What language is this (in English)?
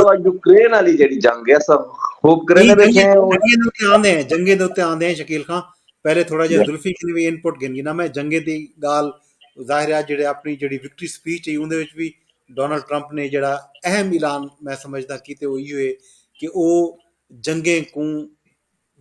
Saraiki